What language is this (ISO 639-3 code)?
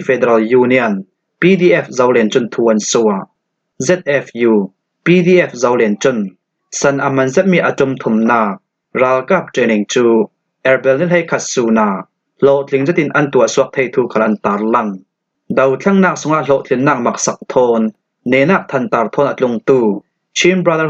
cfm